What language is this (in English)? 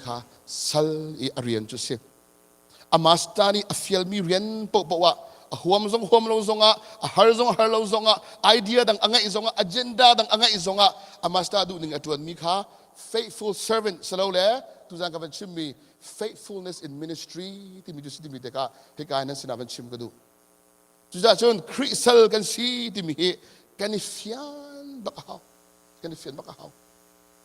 Hakha Chin